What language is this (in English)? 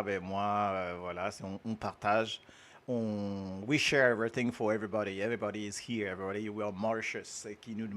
Morisyen